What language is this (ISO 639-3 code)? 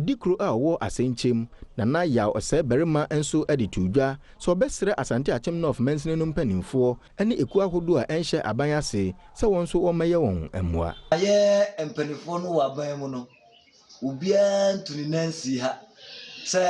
aka